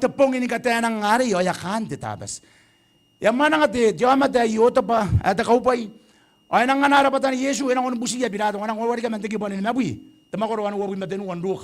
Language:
Gilbertese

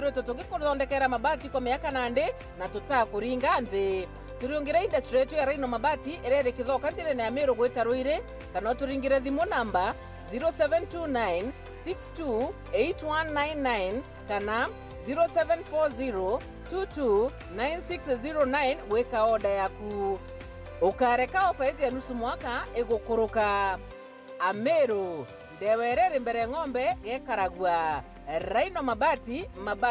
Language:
Meru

